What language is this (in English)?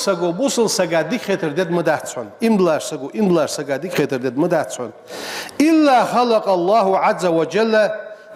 Ingush